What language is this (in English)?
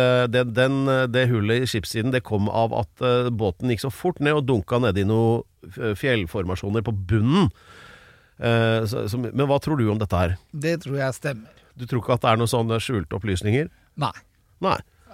Norwegian